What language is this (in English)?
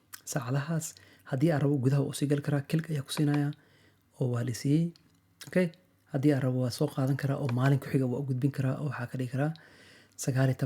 Somali